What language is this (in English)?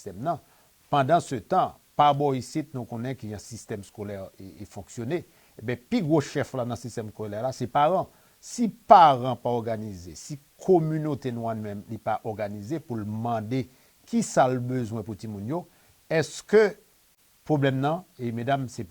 Haitian Creole